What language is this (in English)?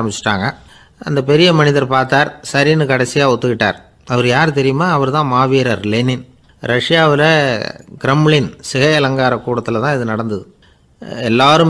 Tamil